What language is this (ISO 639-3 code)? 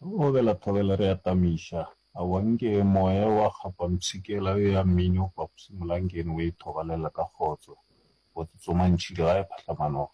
nso